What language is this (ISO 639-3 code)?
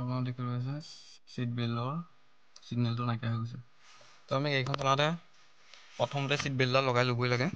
asm